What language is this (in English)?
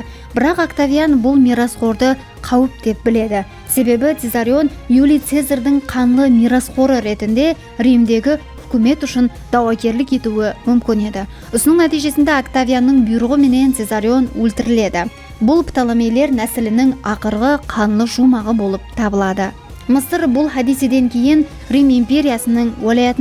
Kara-Kalpak